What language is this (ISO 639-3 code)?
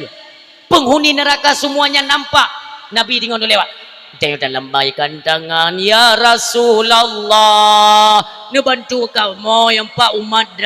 ace